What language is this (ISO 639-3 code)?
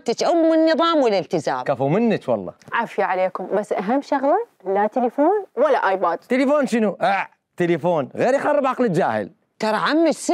acm